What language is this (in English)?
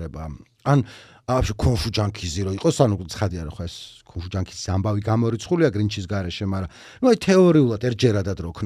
Georgian